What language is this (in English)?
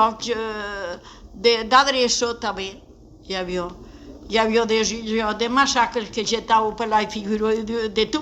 Occitan